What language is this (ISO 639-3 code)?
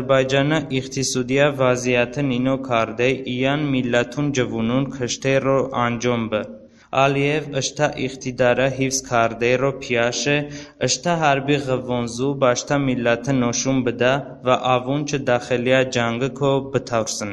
tly